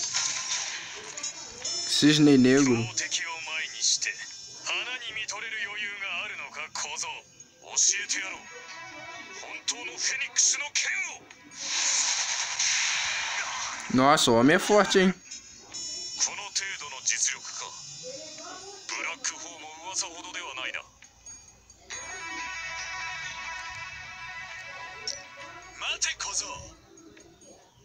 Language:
Japanese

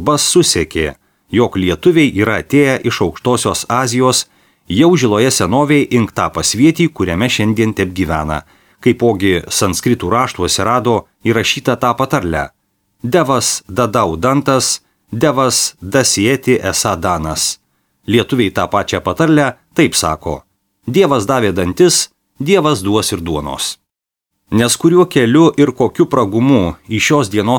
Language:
Lithuanian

